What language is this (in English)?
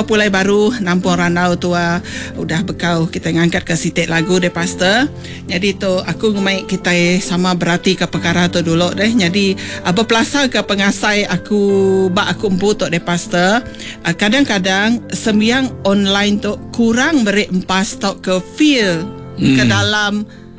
Iban